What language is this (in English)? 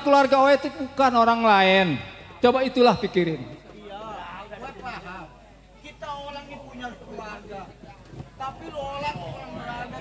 Betawi